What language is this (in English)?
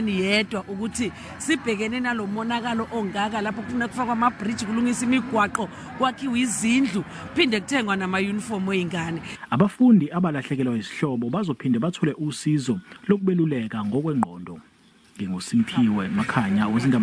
Zulu